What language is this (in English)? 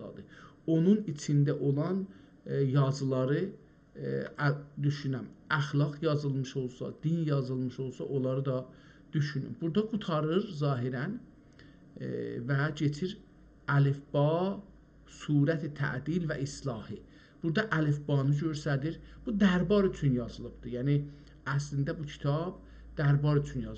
South Azerbaijani